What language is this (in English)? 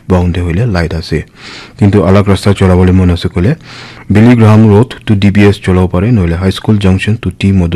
Naga Pidgin